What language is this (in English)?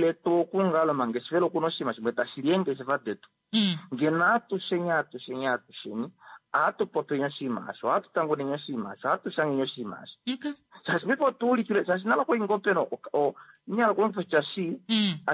Kuanyama